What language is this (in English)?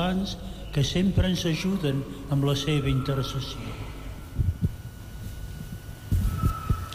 Catalan